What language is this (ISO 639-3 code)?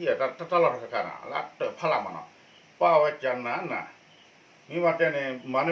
ksw